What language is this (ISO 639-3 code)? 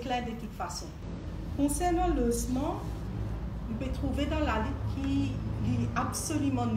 mfe